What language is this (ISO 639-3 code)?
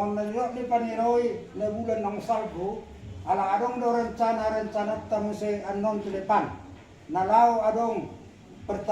bbc